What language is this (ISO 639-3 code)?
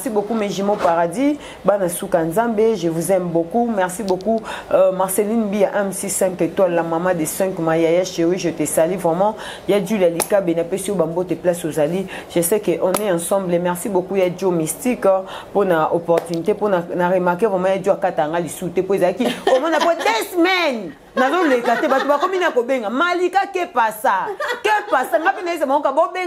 lin